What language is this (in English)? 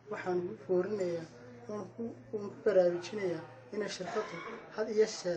Somali